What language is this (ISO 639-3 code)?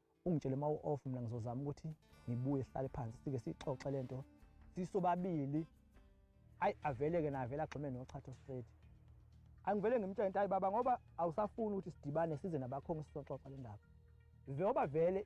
zul